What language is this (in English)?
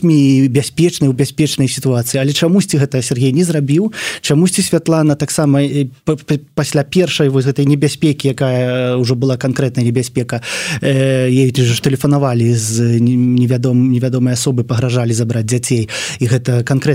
Belarusian